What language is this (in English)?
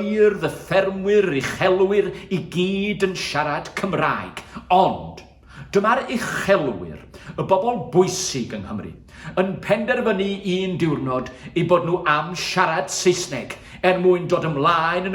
Welsh